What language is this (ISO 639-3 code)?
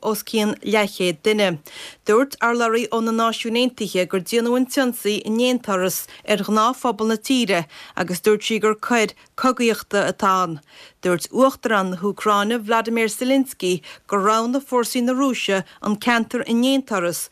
gle